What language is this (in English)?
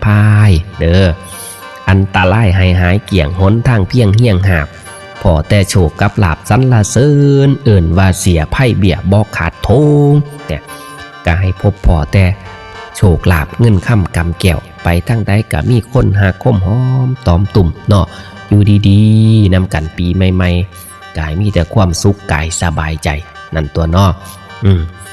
Northeastern Thai